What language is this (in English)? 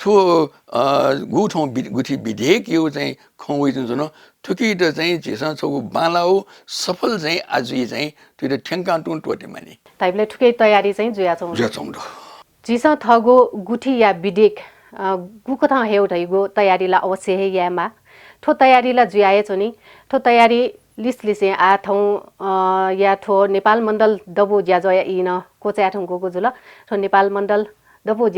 Newari